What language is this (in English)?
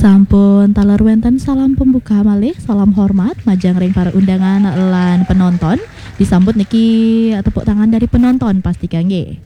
Balinese